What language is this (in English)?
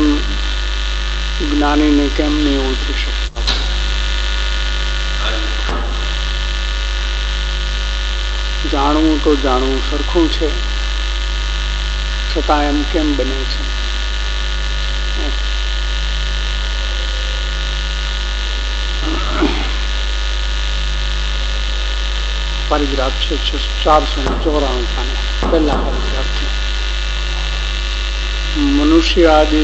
Gujarati